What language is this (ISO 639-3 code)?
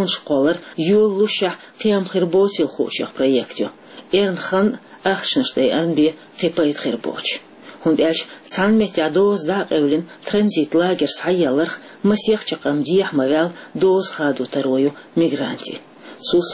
che